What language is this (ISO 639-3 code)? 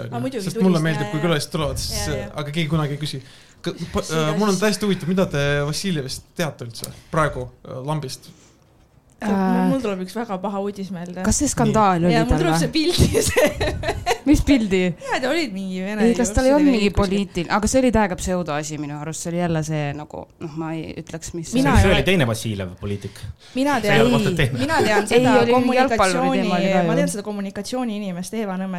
est